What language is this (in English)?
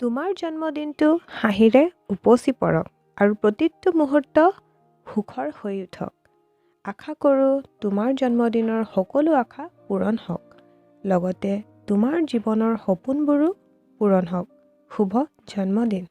Assamese